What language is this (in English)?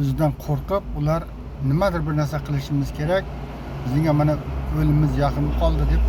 Uzbek